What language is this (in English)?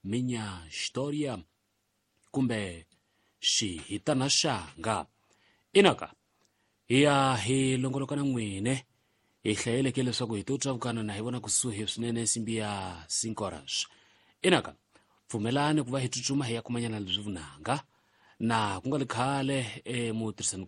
Tsonga